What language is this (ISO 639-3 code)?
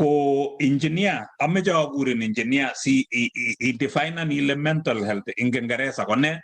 kln